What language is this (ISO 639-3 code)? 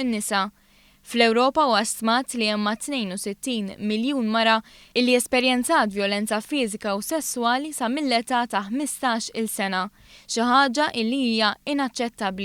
mlt